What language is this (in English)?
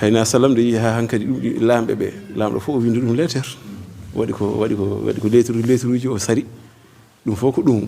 Fula